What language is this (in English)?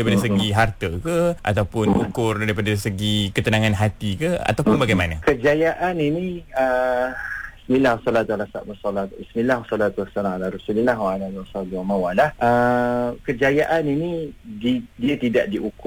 Malay